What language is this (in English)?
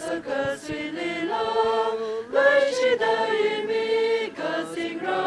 Tangkhul Naga (India)